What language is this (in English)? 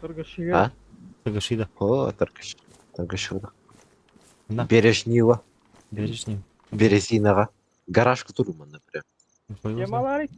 Yakut